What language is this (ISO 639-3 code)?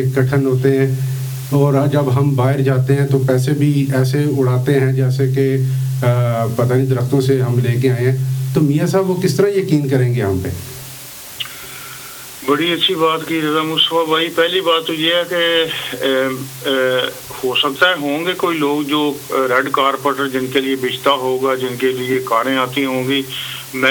urd